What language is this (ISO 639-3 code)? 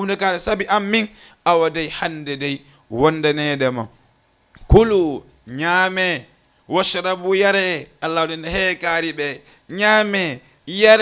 ful